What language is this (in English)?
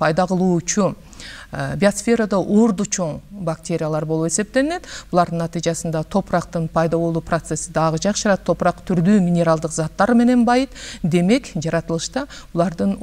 Kyrgyz